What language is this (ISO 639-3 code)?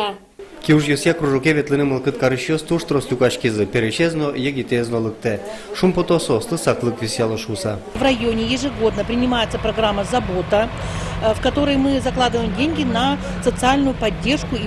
udm